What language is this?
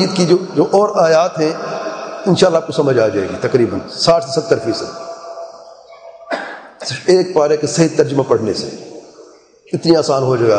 Urdu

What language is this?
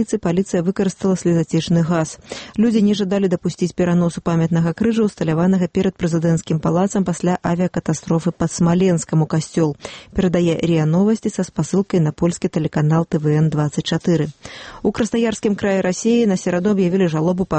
Belarusian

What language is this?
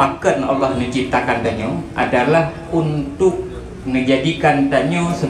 Achinese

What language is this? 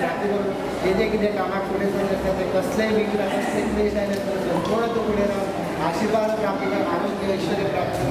Konkani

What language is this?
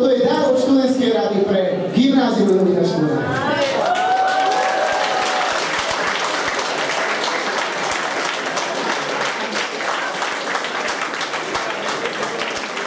Slovak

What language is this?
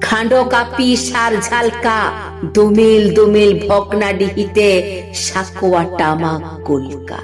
Santali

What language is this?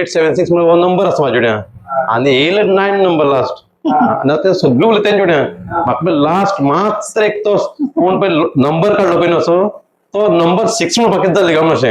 Konkani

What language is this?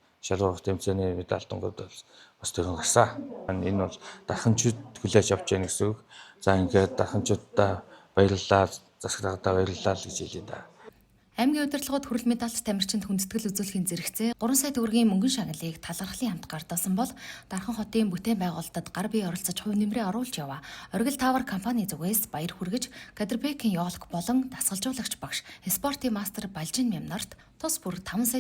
Mongolian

